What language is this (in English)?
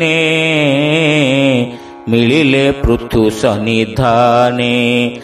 Odia